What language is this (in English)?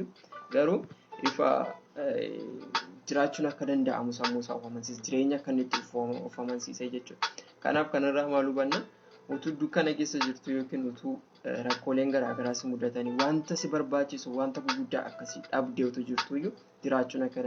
Oromo